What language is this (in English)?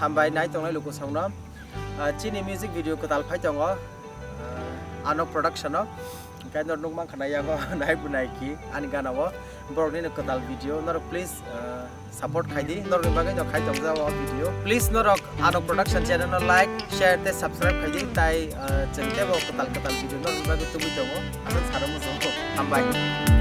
Kok Borok